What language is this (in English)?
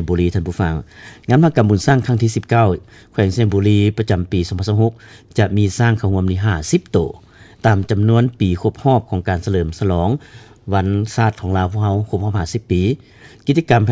Lao